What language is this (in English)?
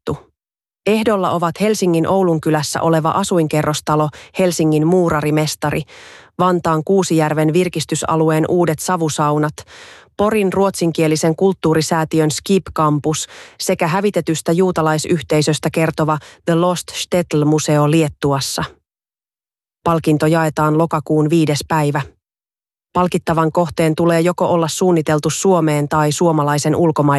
Finnish